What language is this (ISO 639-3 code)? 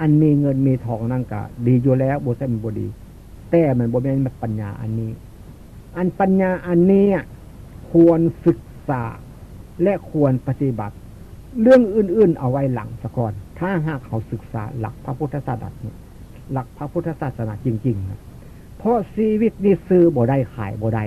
tts